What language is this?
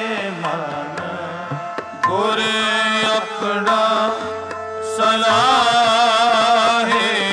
Punjabi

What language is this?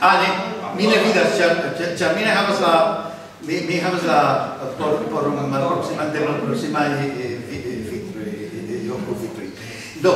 Esperanto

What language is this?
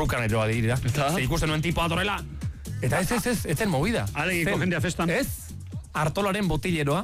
Basque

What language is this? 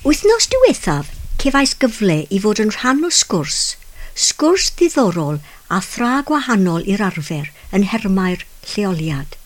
Welsh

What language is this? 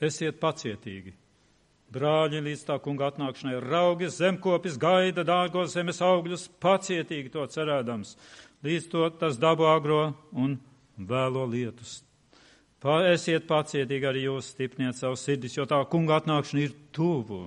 Latvian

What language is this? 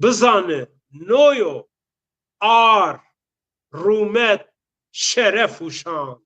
Zaza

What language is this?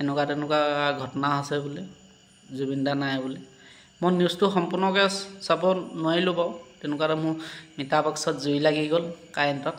Assamese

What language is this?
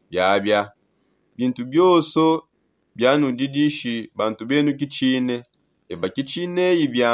Songe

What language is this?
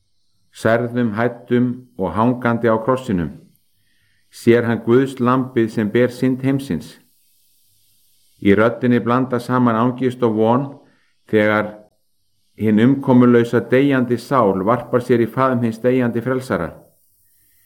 Icelandic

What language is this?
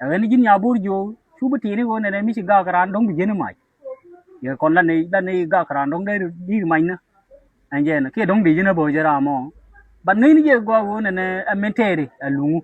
Nuer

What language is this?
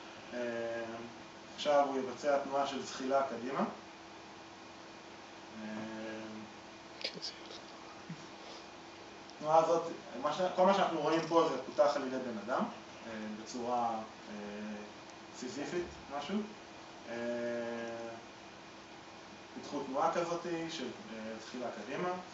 Hebrew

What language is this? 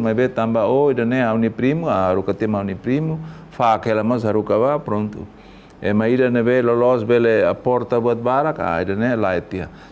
Tetum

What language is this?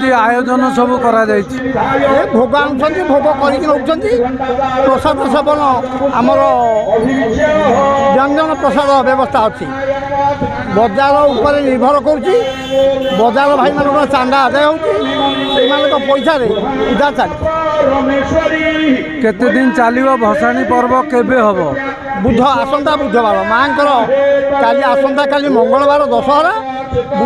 Odia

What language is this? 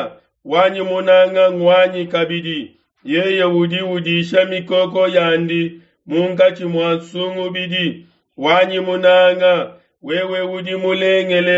Luba-Lulua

